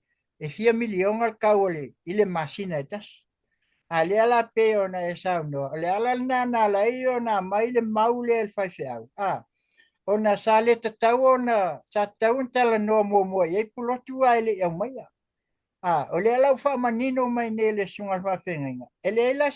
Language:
Samoan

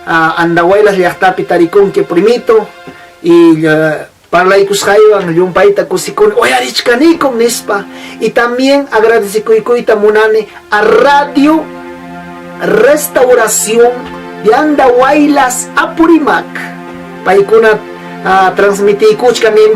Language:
Ayacucho Quechua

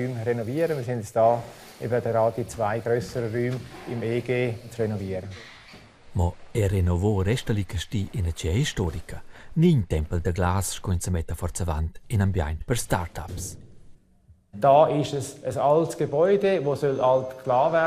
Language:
Romansh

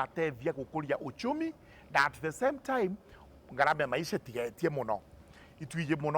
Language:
Meru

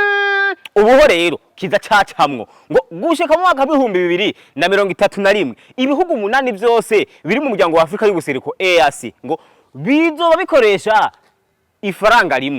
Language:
Rundi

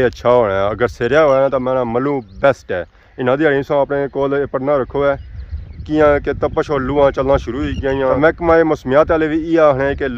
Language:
Pahari-Potwari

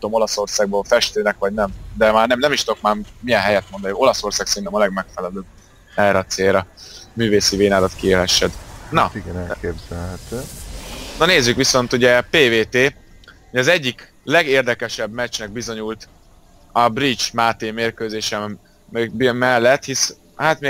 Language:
Hungarian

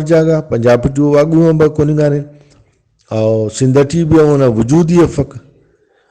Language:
Brahui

